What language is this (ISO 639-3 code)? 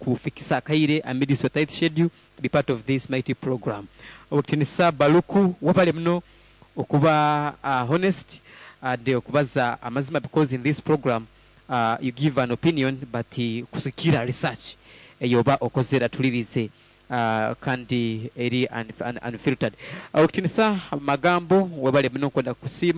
nyo